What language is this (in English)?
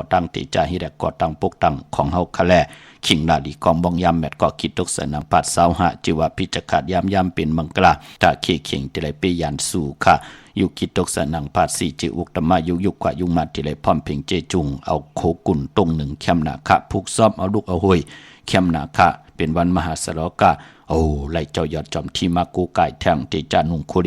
Shan